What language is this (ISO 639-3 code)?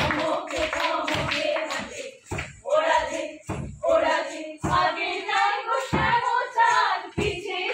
ben